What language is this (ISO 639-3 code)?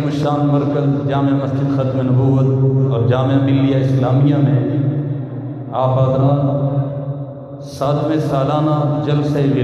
urd